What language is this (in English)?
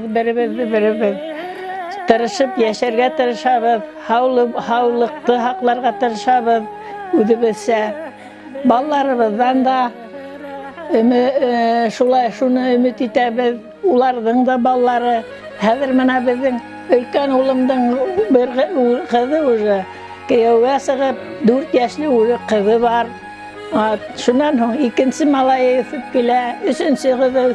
Bashkir